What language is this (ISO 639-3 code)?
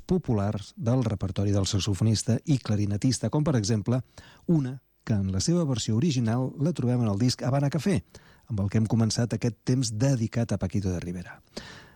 cat